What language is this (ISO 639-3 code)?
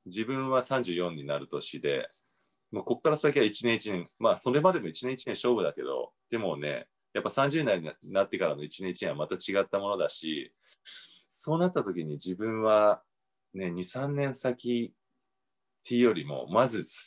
jpn